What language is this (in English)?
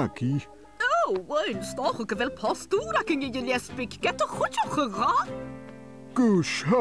Scottish Gaelic